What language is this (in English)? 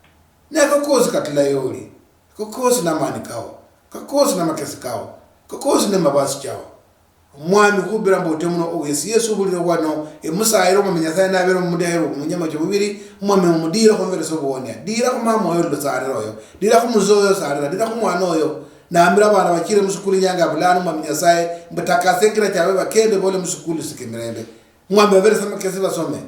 Luyia